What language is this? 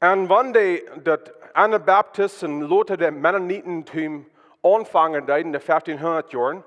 Plautdietsch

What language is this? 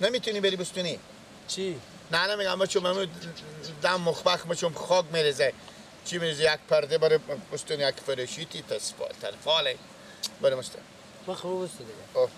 Persian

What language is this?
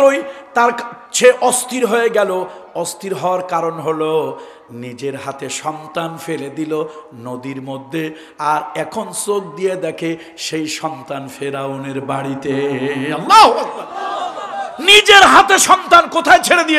Bangla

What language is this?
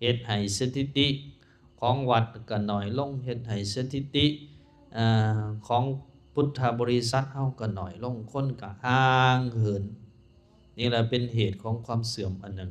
Lao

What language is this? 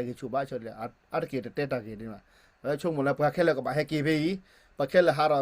S'gaw Karen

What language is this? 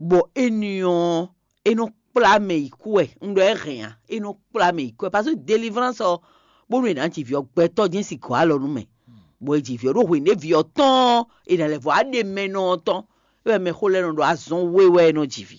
Fon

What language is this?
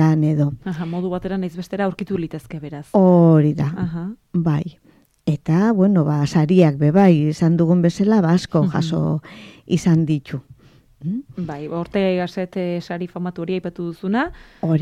Basque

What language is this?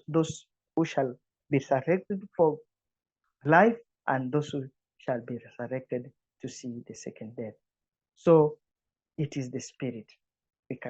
English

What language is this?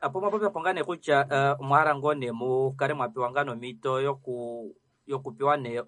Kuanyama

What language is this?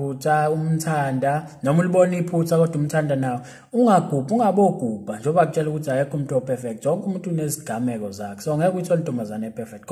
Zulu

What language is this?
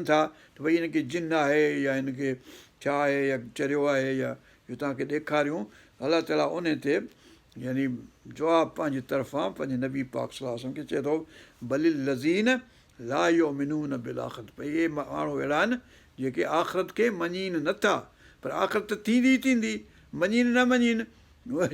Sindhi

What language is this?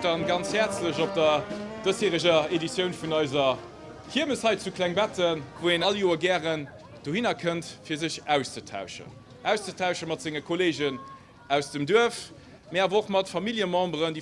Luxembourgish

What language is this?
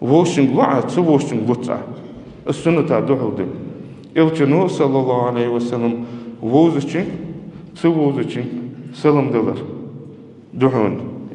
Ingush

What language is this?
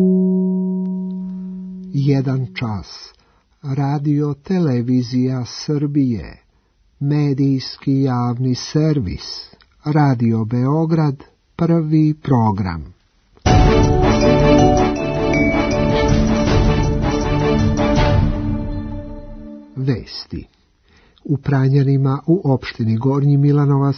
Serbian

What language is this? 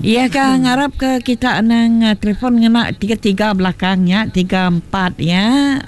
Iban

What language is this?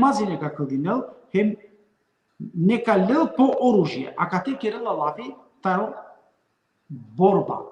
Balkan Romani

